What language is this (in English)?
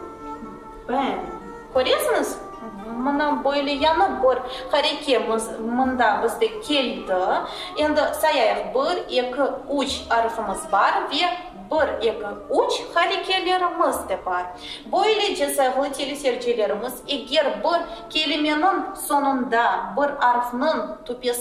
Crimean Tatar